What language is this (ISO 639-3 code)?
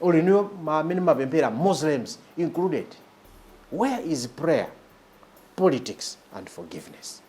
nya